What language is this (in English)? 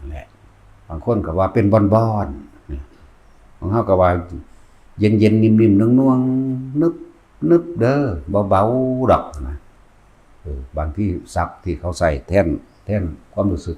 Lao